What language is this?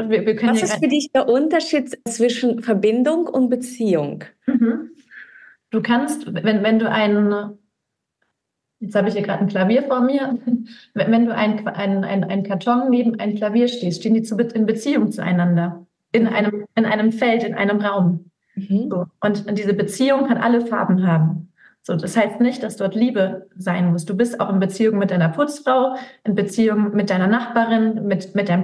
German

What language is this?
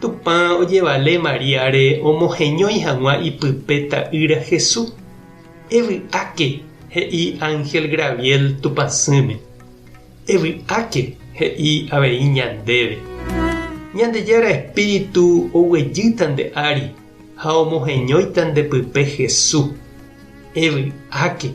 Guarani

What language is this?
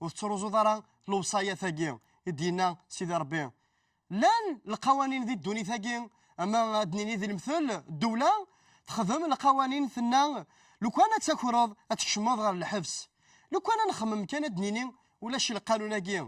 Kabyle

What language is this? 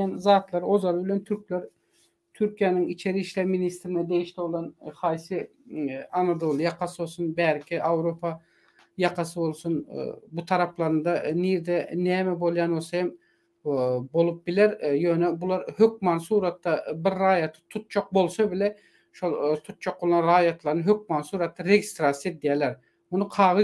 Turkmen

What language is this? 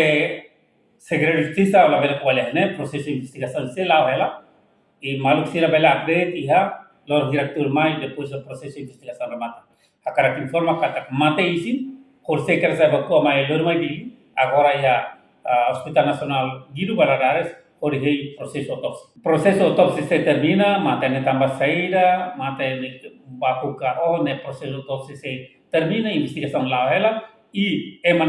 Tetum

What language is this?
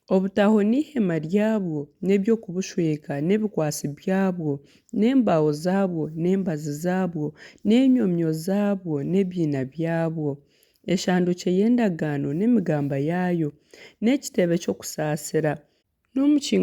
Nyankole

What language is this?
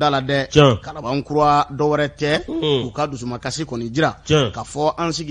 Bambara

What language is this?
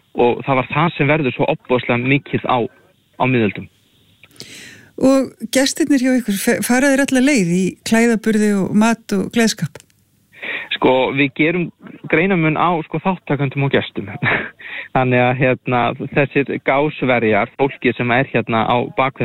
Icelandic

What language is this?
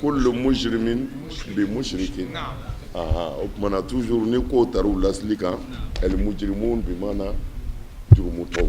Bambara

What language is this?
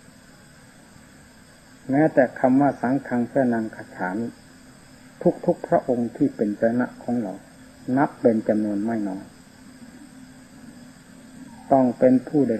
Thai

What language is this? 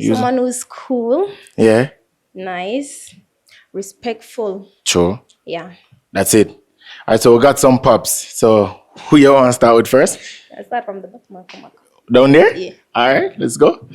Jamaican Creole English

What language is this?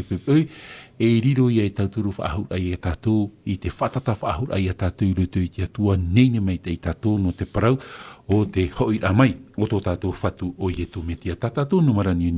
Tahitian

